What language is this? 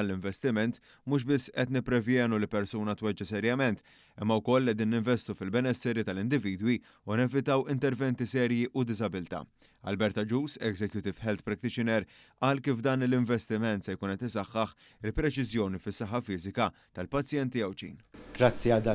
Maltese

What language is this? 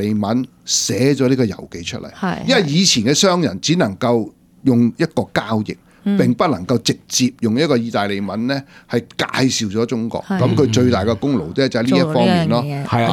Cantonese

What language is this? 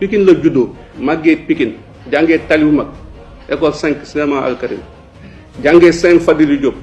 Wolof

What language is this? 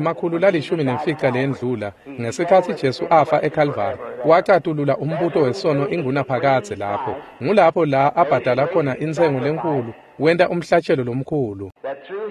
Swati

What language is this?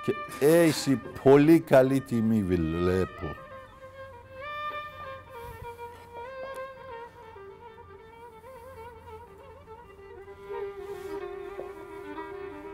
Greek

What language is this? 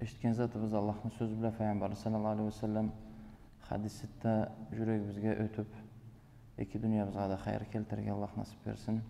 Karachay-Balkar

